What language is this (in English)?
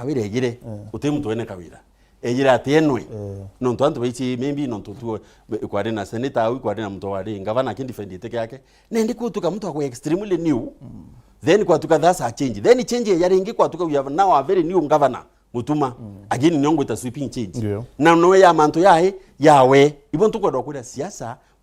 Meru